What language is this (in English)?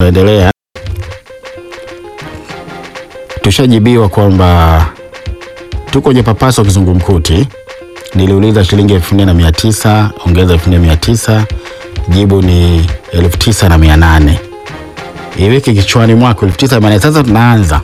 Swahili